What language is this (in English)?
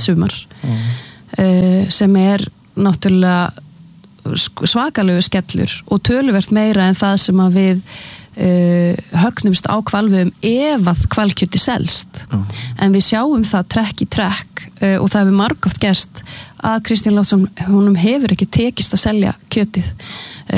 Icelandic